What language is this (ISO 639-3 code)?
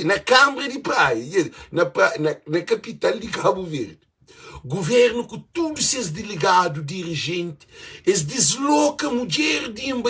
kea